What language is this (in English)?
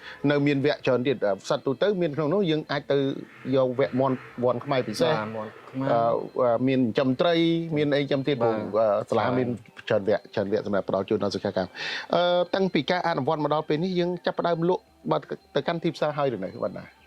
Khmer